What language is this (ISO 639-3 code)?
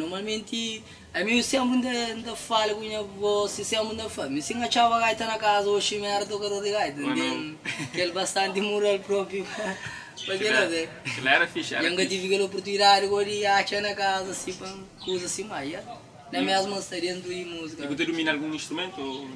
kea